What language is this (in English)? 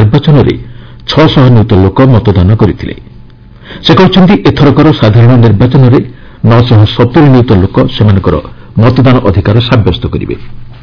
Odia